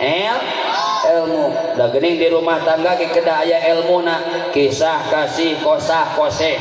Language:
Sundanese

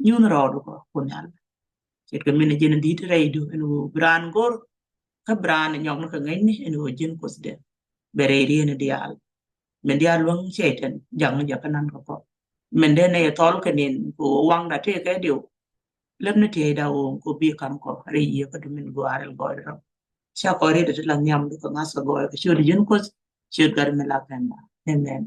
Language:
Nuer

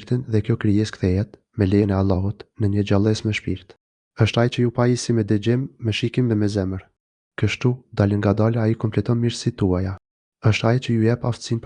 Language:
Albanian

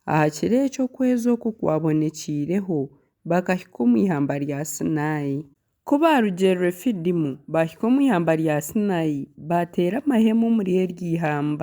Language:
Nyankole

